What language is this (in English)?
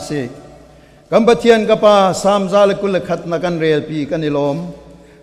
Hakha Chin